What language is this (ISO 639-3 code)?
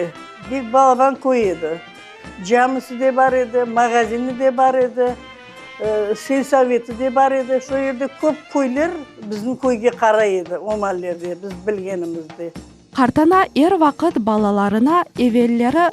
crh